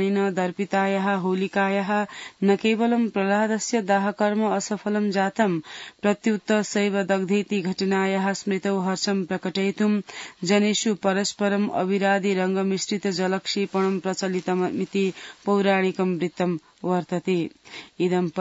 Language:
Sanskrit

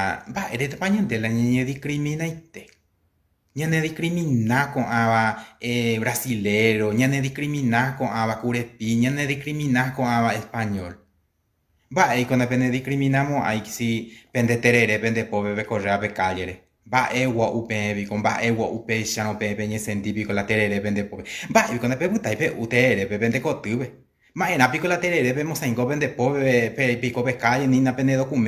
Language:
Guarani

